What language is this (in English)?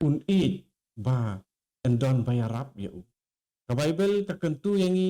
Khasi